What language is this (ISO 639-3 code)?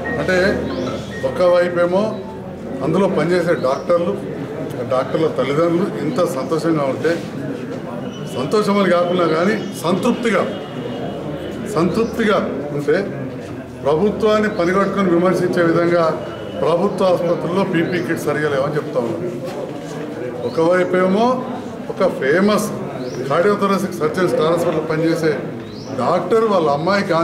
tel